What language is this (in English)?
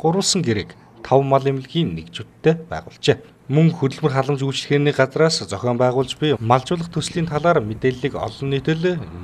Mongolian